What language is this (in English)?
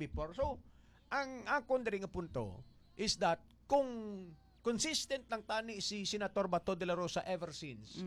Hiligaynon